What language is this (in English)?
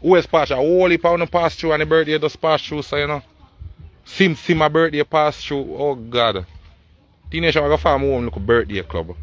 Jamaican Creole English